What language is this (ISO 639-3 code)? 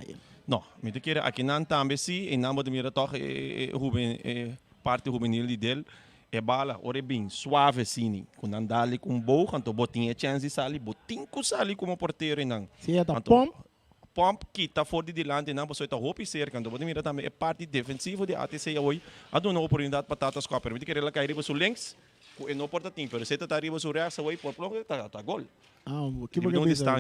pap